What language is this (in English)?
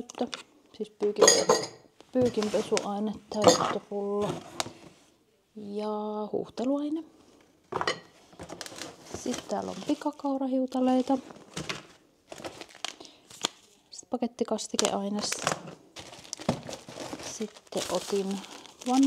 Finnish